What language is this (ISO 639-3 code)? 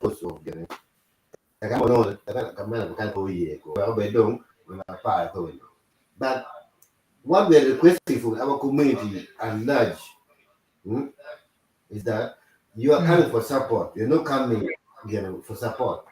ach